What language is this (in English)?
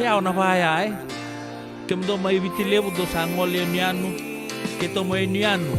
Fijian